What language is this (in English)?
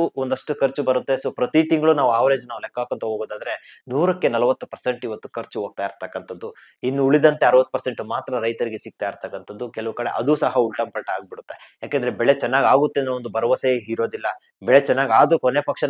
Kannada